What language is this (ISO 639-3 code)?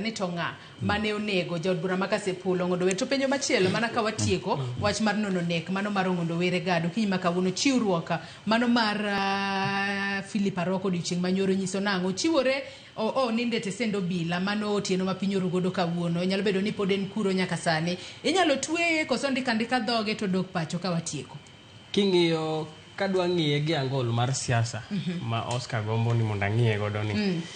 luo